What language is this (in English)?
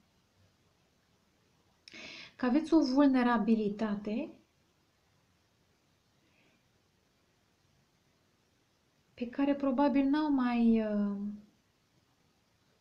Romanian